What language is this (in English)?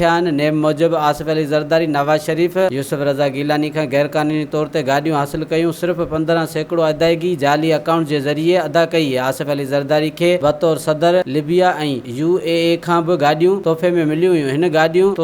Sindhi